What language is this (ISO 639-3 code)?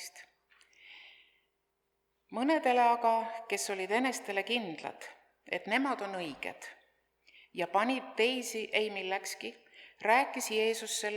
est